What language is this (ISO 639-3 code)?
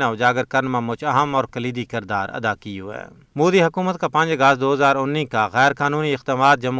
gju